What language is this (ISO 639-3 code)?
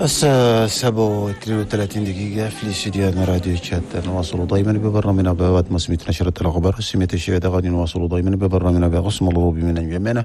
shu